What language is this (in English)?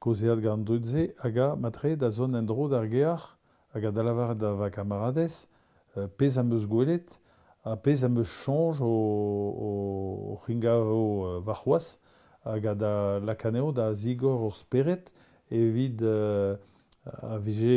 Breton